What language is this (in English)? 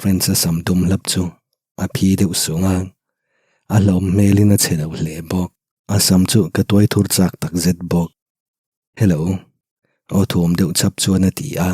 Mizo